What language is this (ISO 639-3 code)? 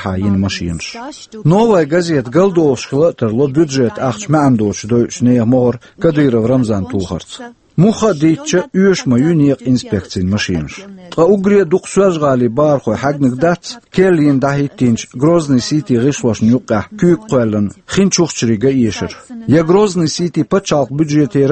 che